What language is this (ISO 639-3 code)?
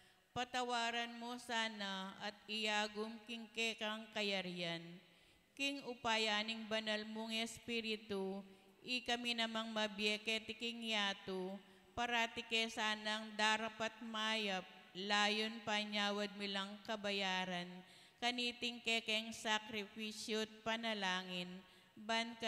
pam